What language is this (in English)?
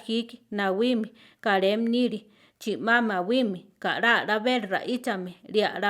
Central Tarahumara